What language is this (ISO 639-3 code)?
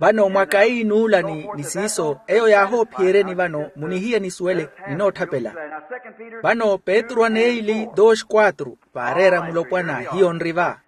vmw